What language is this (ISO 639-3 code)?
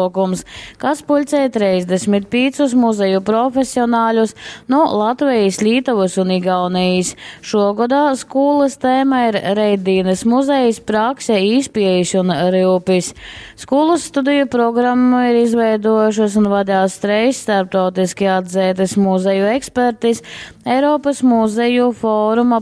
ltg